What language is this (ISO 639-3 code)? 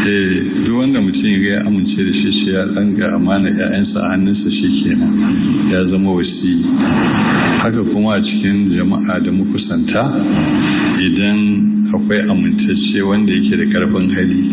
hau